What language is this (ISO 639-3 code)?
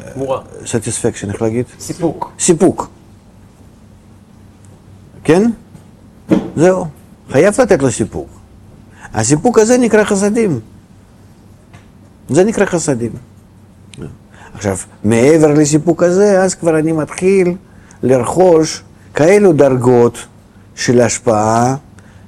heb